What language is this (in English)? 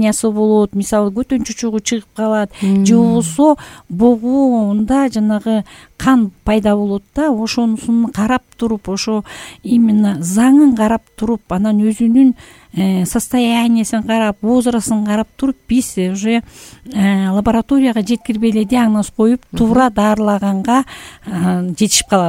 Kyrgyz